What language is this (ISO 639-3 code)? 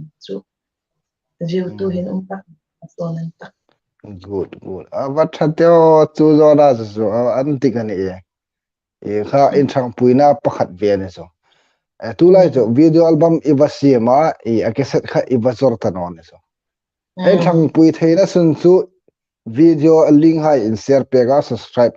hmr